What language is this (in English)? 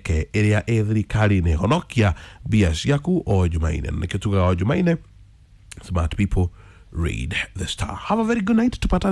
Kikuyu